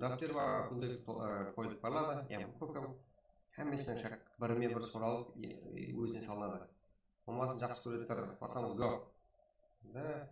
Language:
Kara-Kalpak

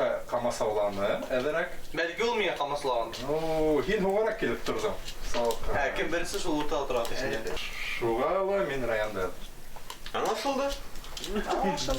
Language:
Bashkir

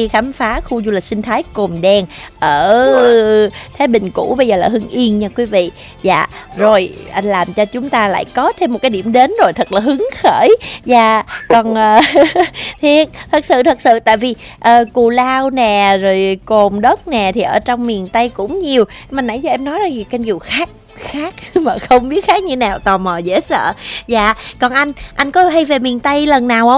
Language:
Vietnamese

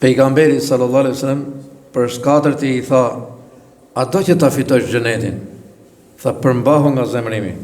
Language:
Albanian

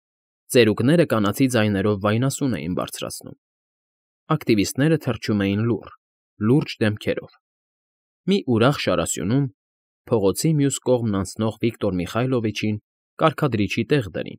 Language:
Armenian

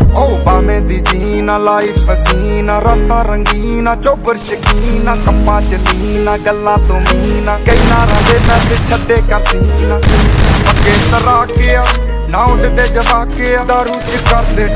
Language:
Punjabi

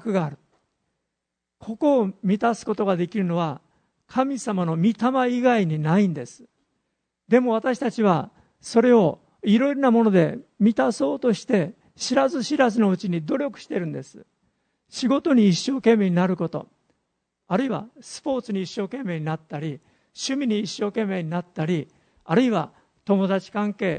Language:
Japanese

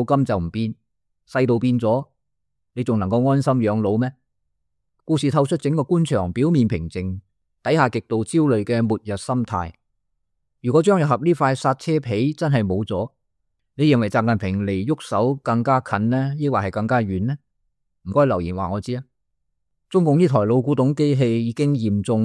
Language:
Cantonese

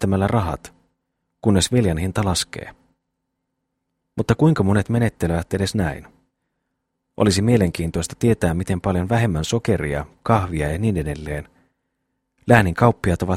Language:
Finnish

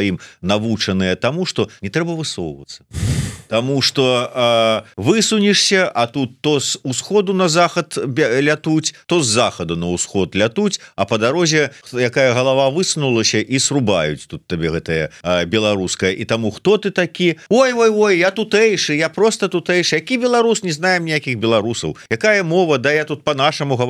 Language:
Belarusian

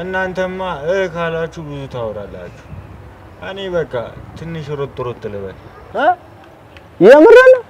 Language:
Amharic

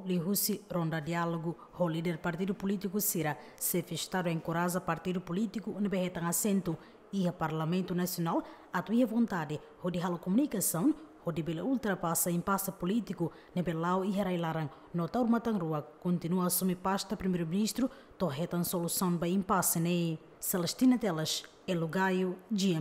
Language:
Tetum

